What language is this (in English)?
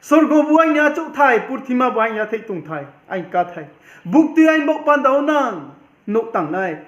Riang (India)